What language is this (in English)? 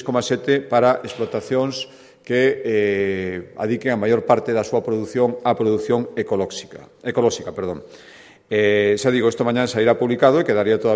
Galician